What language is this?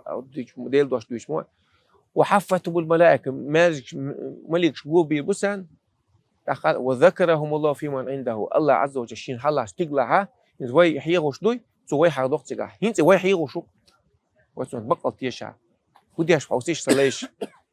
Chechen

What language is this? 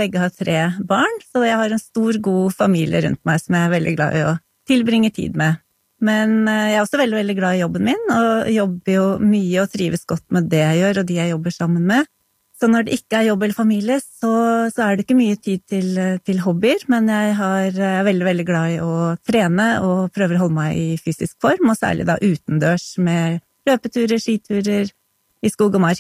Norwegian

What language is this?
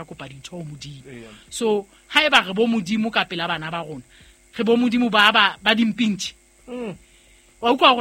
Southern Sotho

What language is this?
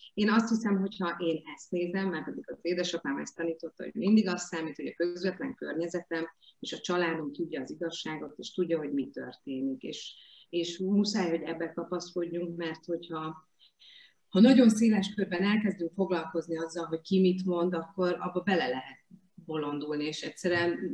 Hungarian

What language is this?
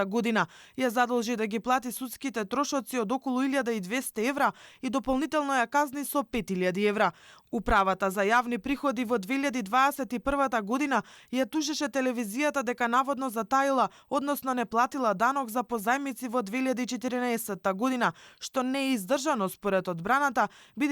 Macedonian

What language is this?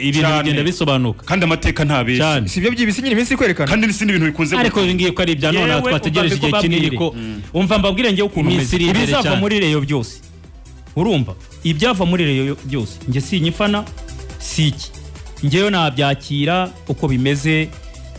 Kinyarwanda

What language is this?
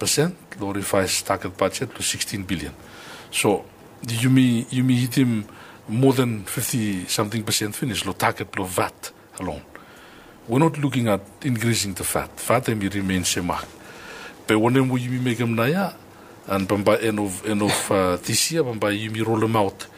Bislama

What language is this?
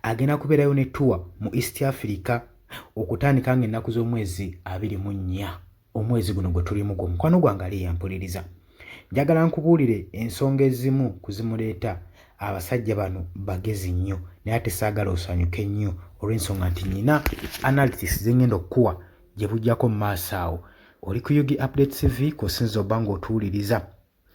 Ganda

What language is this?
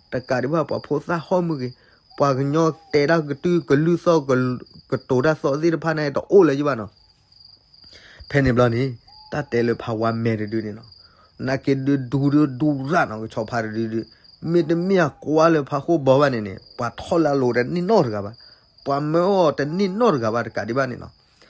S'gaw Karen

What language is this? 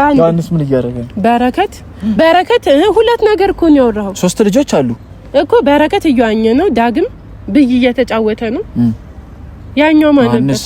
Amharic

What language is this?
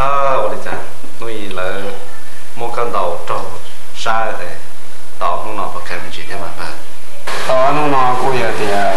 Hmong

